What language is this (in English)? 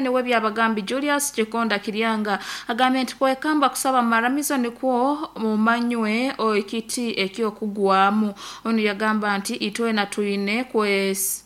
Nyoro